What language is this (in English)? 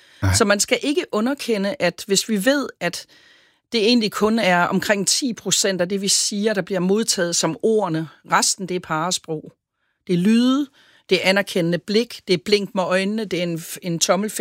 Danish